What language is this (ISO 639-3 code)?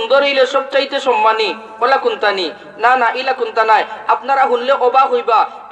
syl